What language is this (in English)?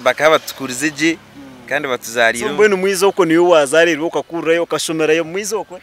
Nyankole